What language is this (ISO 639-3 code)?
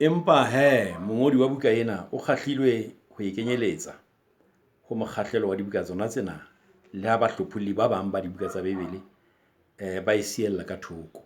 sot